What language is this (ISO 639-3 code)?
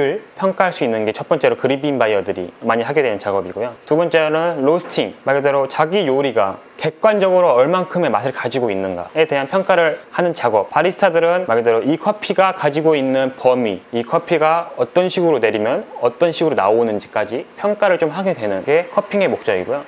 kor